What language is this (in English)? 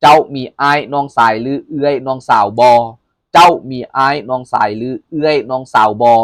Lao